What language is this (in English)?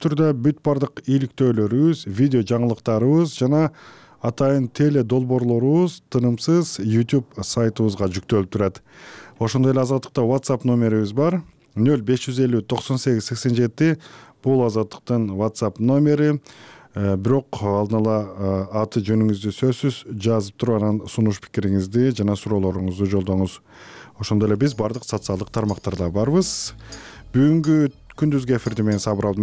Kyrgyz